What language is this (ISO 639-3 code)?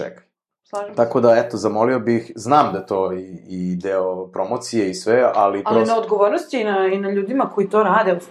srp